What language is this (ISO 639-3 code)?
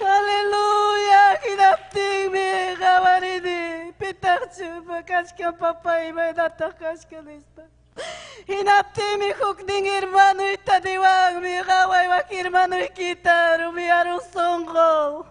quy